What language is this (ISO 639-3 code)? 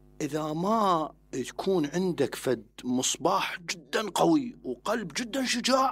acm